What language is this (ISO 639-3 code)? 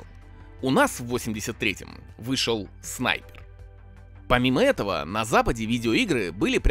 rus